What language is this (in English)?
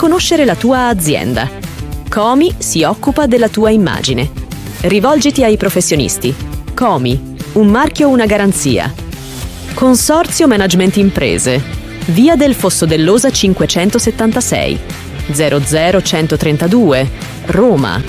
Italian